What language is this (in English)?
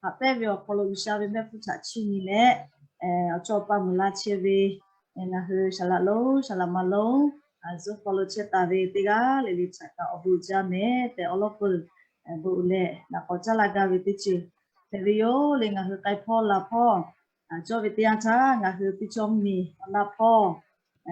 Lahu